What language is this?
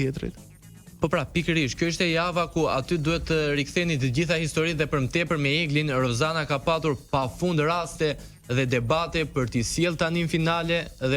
Albanian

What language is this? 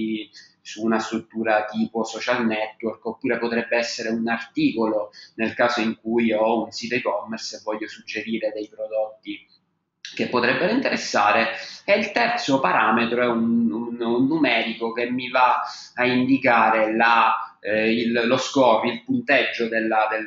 Italian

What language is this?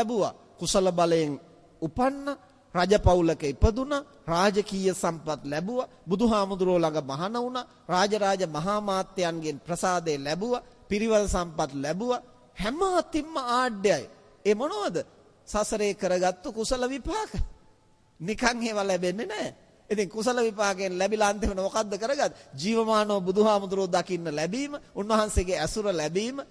Sinhala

